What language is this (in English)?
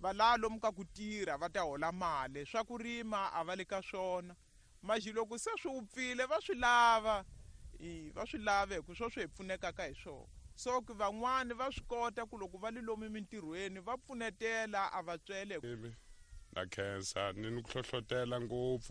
Tsonga